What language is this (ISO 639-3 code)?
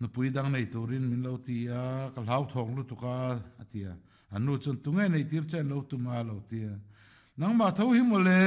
lus